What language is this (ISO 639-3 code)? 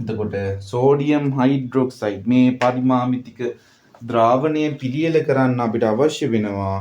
sin